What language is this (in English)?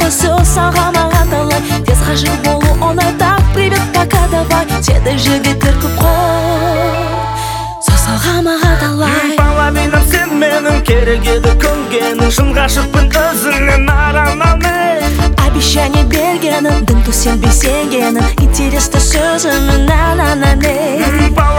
Kazakh